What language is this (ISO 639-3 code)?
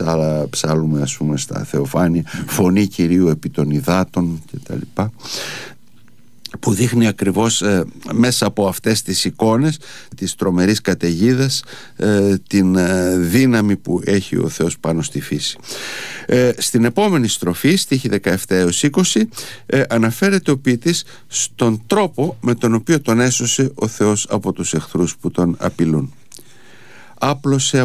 ell